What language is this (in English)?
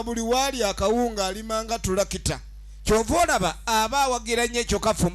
Soga